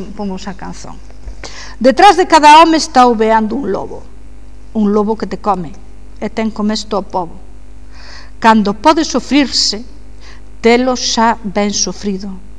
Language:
Galician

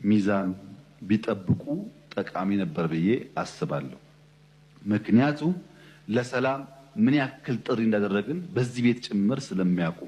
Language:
Amharic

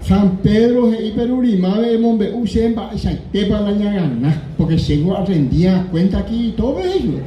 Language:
Guarani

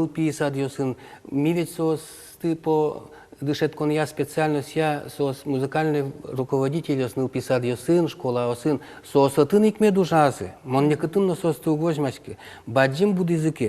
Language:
Udmurt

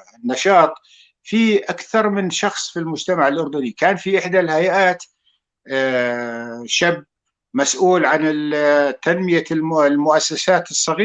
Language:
North Levantine Arabic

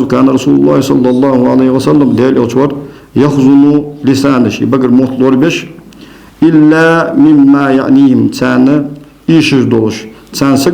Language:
Ingush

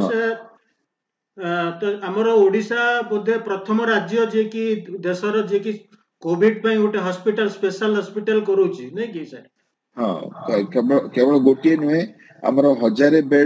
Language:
Odia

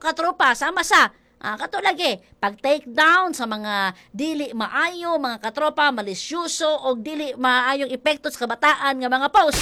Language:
Cebuano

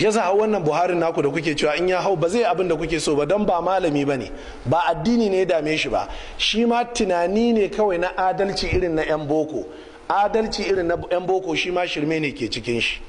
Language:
Hausa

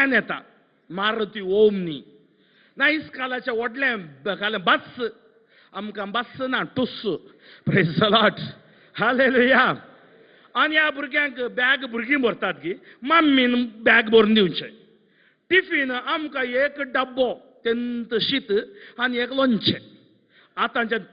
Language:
Konkani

